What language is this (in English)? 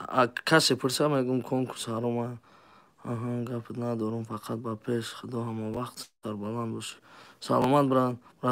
Tajik